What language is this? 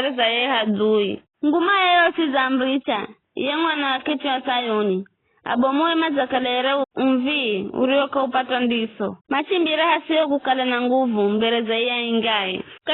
Giryama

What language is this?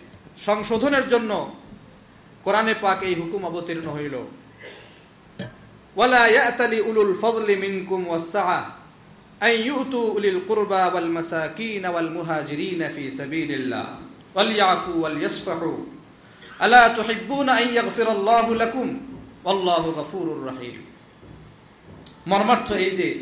Bangla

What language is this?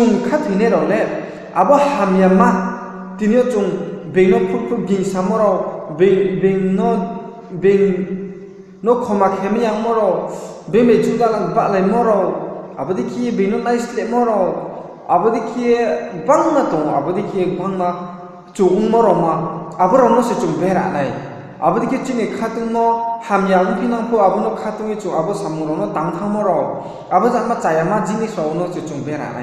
Riang (India)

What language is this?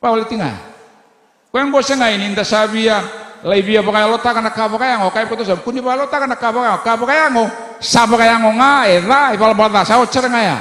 Fijian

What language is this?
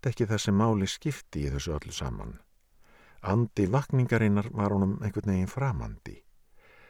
Icelandic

